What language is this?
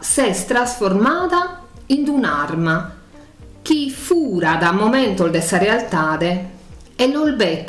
Sardinian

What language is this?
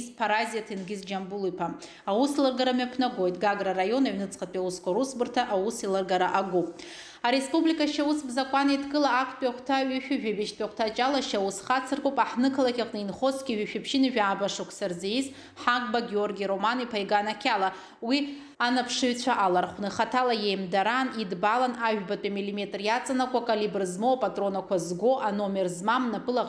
Abkhazian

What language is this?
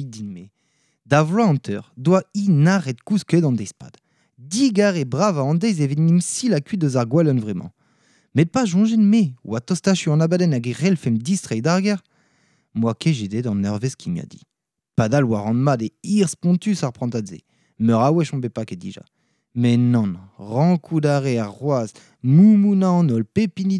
Breton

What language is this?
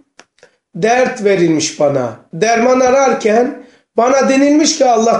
Turkish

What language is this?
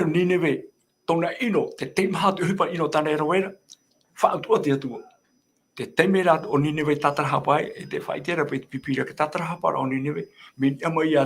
Tahitian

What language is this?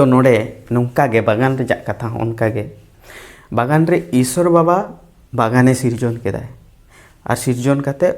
Santali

